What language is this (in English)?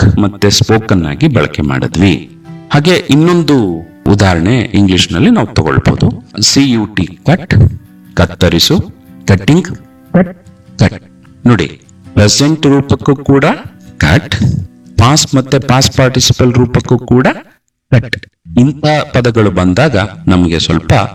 Kannada